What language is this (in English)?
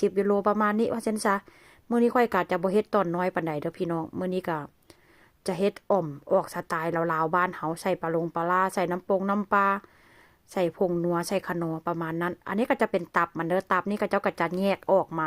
Northeastern Thai